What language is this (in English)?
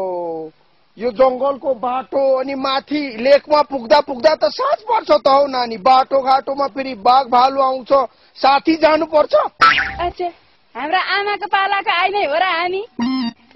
Nepali